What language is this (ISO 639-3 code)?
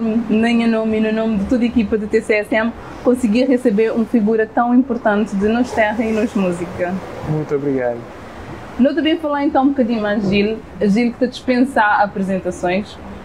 kea